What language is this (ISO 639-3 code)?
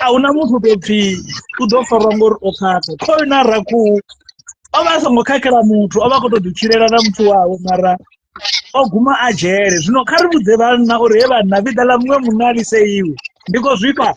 ven